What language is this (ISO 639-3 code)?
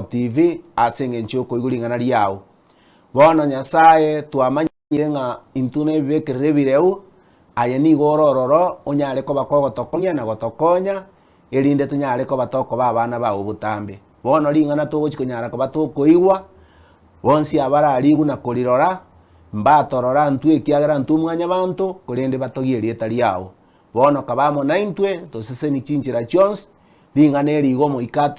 guz